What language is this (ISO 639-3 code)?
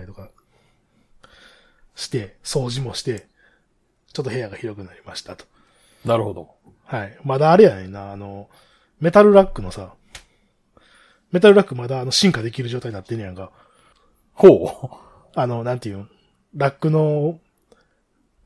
jpn